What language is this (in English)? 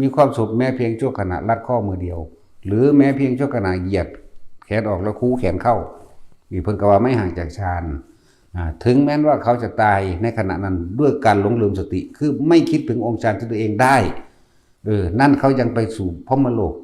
Northeastern Thai